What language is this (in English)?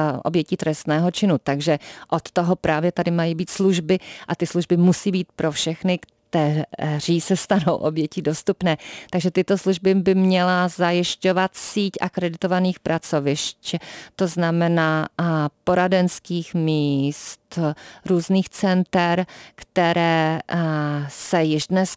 Czech